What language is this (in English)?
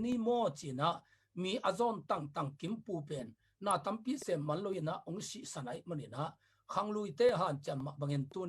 Tedim Chin